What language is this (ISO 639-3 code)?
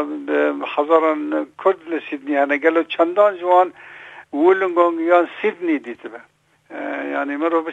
kur